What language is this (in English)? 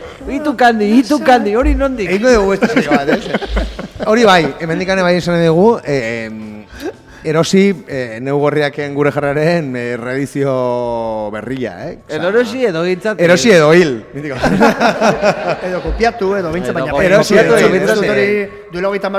Basque